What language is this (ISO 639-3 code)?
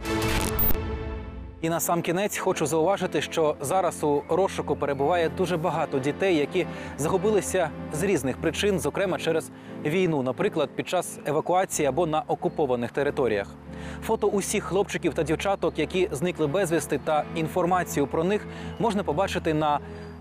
ukr